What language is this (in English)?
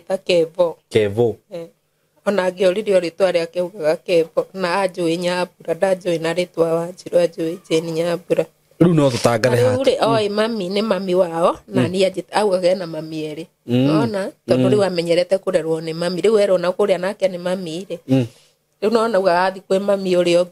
Kikuyu